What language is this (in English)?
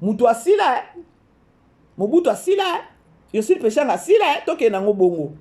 Lingala